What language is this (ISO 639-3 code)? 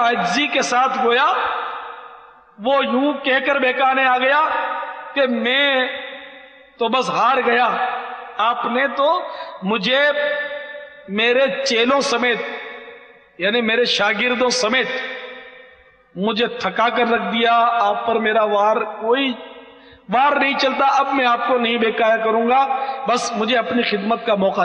urd